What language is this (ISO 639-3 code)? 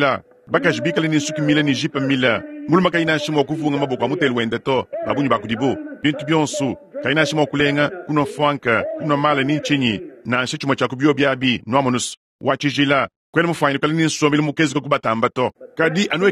lua